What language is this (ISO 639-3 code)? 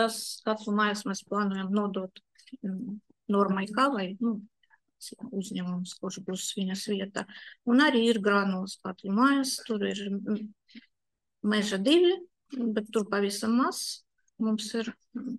lav